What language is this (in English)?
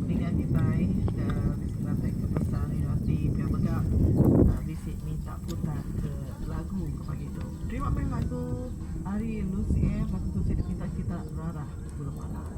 Iban